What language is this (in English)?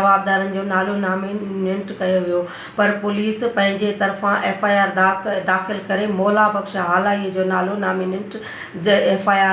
Sindhi